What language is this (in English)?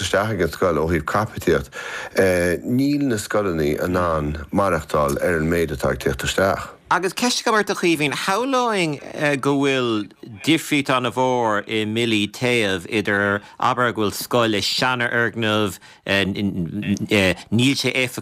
Irish